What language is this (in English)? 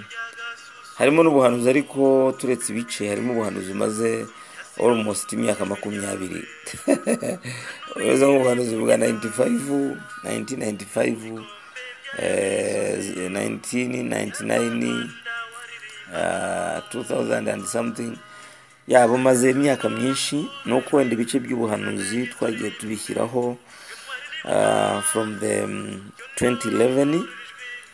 Kinyarwanda